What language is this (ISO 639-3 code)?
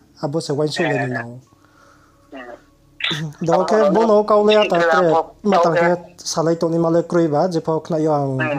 ria